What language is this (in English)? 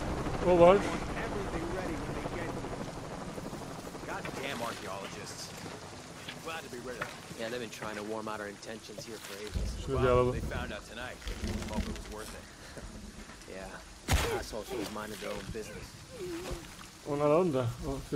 Turkish